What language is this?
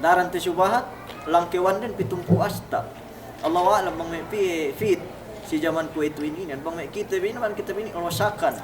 Yakan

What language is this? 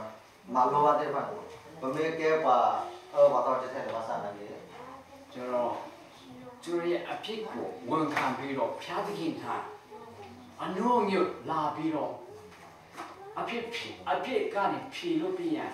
Burmese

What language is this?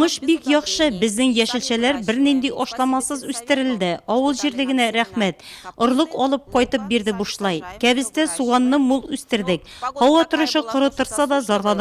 Tatar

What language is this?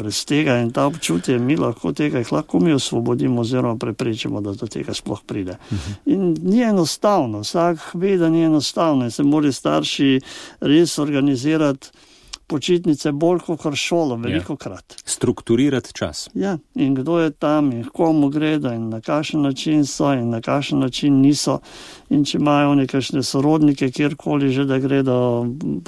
Slovenian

